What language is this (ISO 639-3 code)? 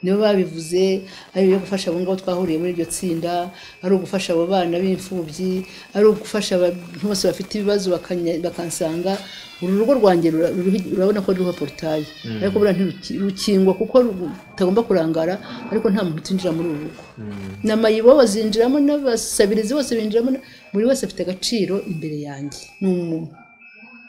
kin